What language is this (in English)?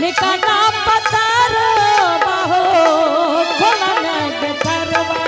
Angika